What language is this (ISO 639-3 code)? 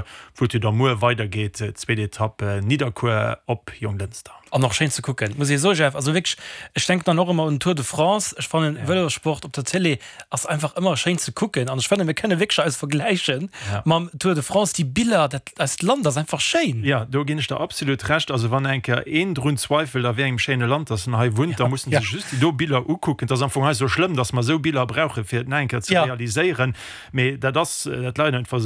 ltz